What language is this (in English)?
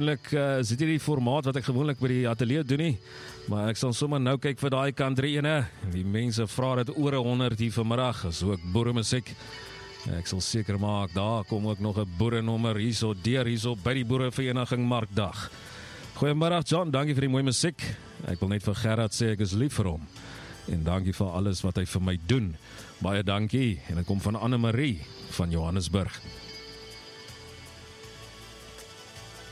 Afrikaans